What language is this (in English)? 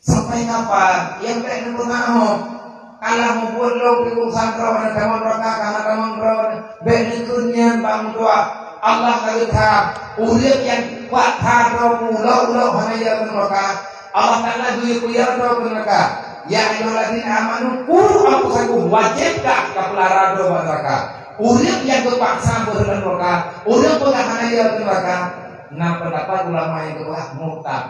Achinese